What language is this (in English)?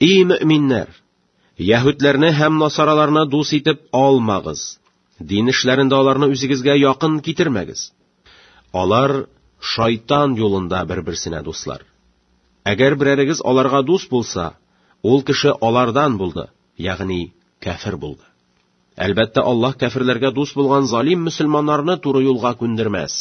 Tatar